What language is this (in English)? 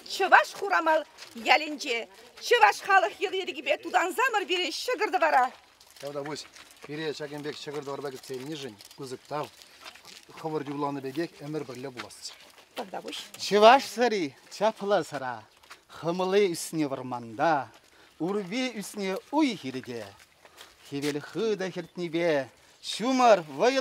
Chuvash